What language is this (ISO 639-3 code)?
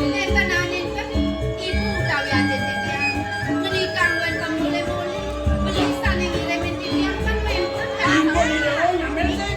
ban